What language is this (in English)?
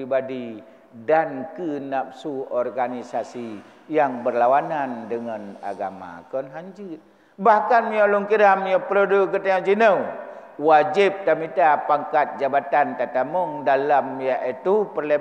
Achinese